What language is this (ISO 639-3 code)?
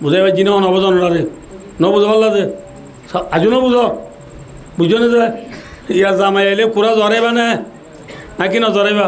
rhg